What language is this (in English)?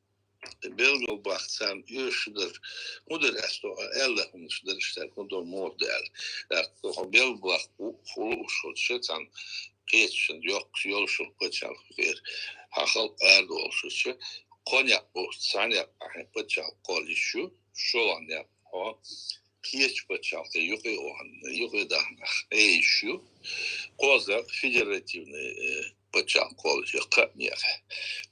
Chechen